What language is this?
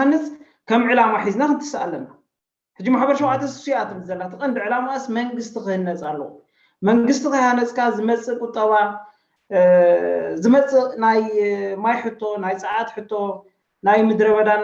Tigrinya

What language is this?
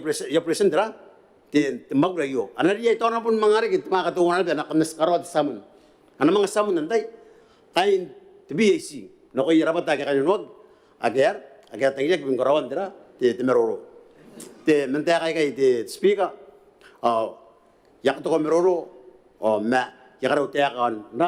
Gilbertese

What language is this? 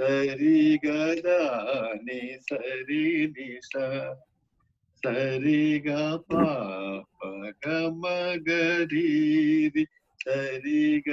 Telugu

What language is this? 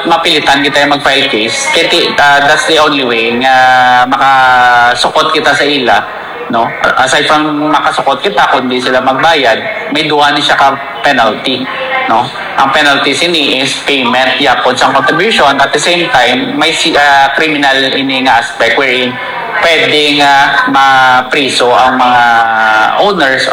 Hiligaynon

